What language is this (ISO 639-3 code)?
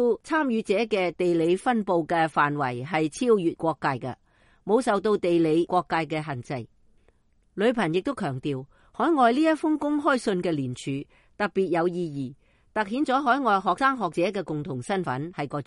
yue